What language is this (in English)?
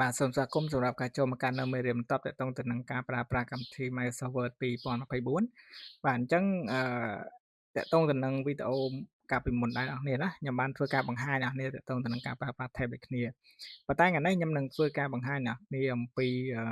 Khmer